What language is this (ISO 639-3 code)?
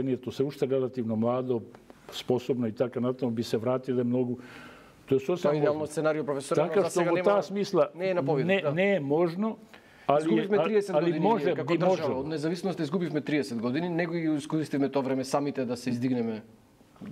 mkd